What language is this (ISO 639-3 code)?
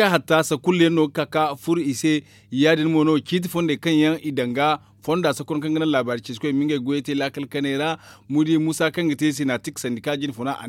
dje